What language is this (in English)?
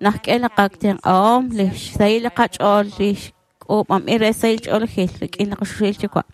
Kekchí